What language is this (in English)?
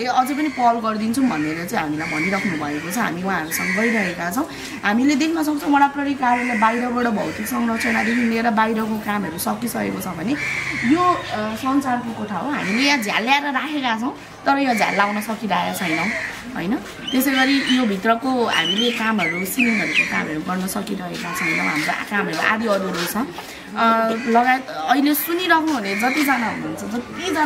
Nepali